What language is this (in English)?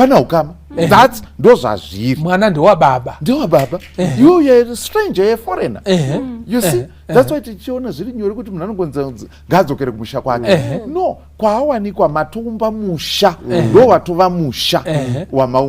Shona